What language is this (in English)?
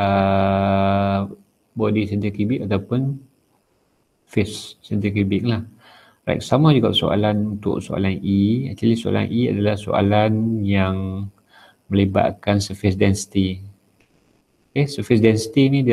Malay